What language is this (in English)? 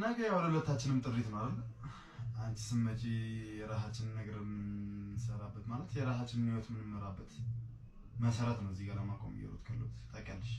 Amharic